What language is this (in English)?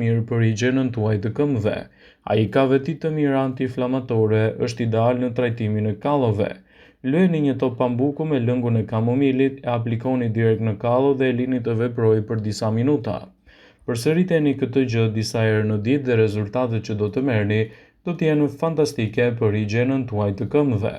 Albanian